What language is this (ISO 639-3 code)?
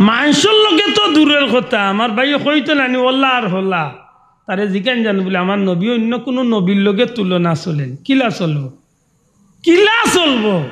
syl